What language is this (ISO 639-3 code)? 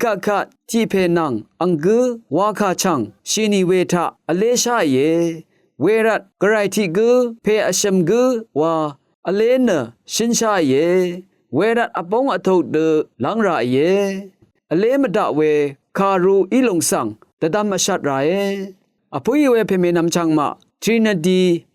raw